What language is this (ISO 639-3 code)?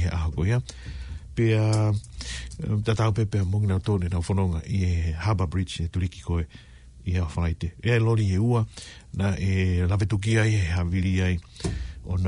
ton